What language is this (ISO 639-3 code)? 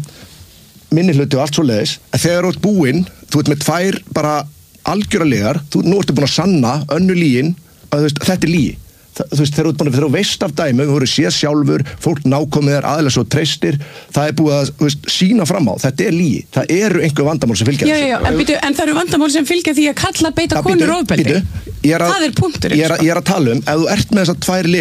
isl